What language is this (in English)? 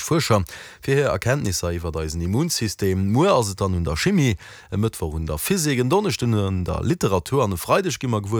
Luxembourgish